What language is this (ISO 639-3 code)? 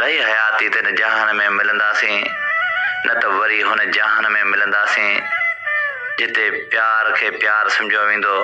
snd